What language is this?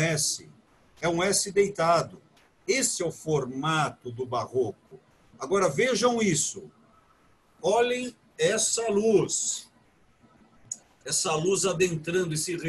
Portuguese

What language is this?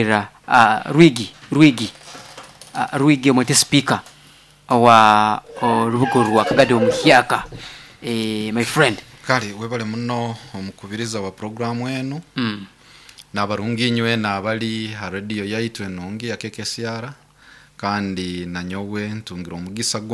Nyoro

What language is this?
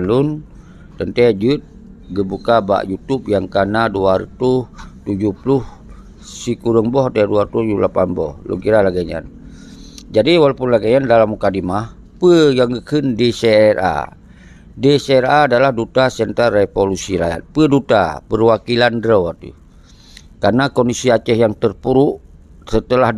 Achinese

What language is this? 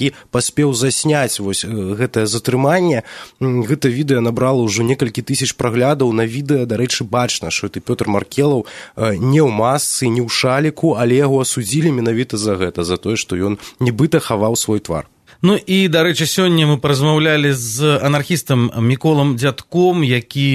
Belarusian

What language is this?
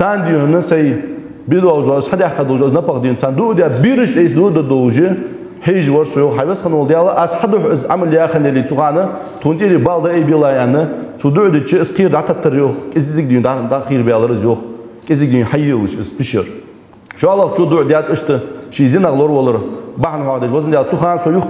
Ingush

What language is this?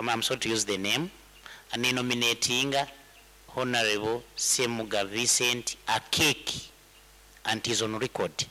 Nyankole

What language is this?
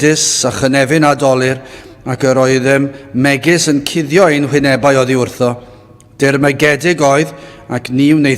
Welsh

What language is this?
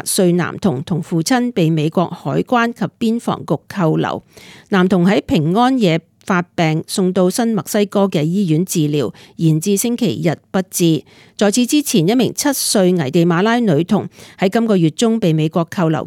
Cantonese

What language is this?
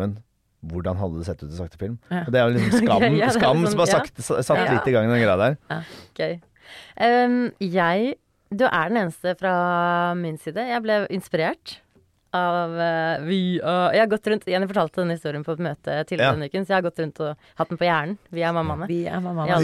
Norwegian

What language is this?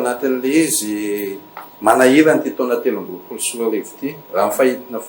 Malagasy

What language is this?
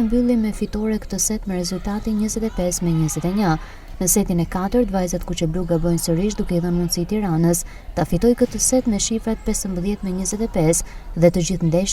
Albanian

